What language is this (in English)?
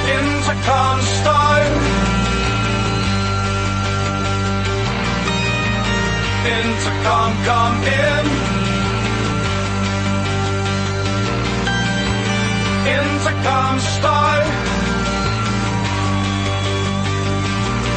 Danish